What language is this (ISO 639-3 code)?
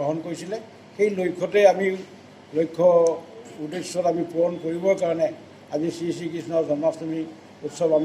asm